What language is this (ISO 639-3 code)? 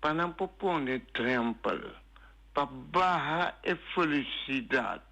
pap